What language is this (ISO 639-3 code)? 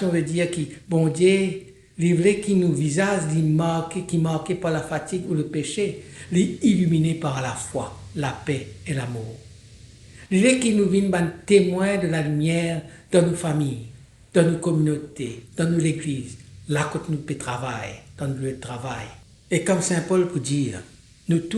mfe